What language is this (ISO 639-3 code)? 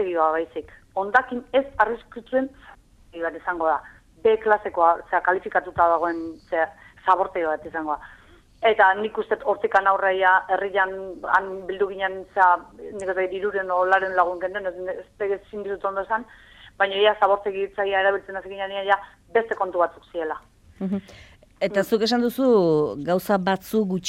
eus